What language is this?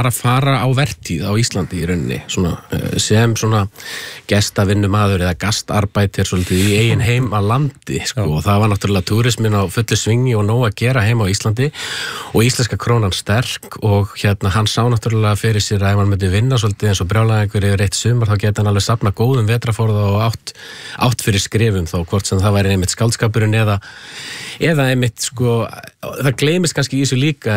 Icelandic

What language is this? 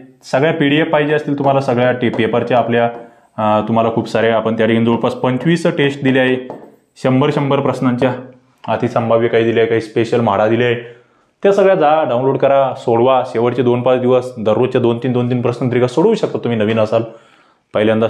Marathi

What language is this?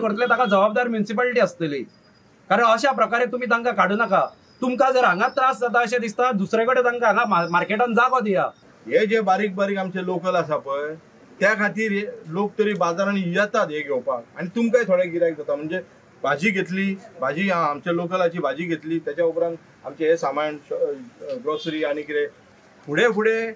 Konkani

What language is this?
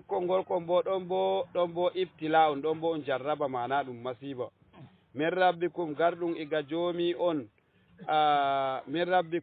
Fula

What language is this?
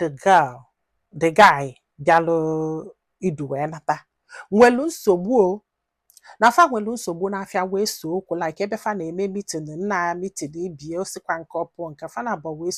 Igbo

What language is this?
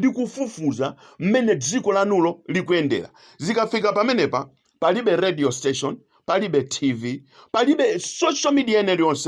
Nyanja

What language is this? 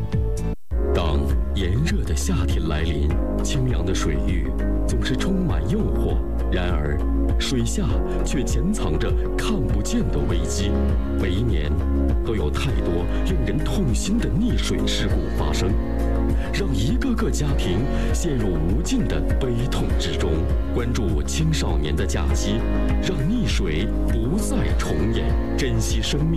Chinese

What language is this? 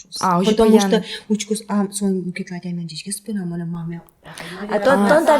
Udmurt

